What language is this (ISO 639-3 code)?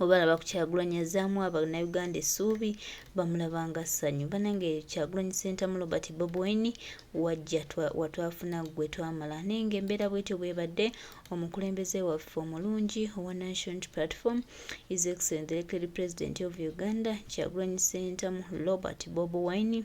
lug